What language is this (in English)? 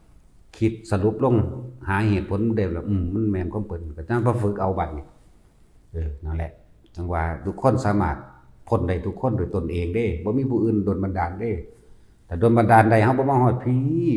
Northeastern Thai